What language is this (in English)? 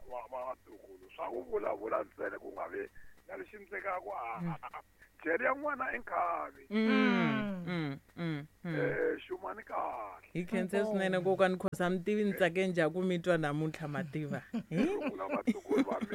Tsonga